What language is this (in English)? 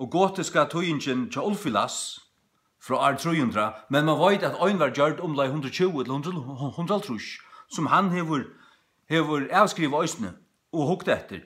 Faroese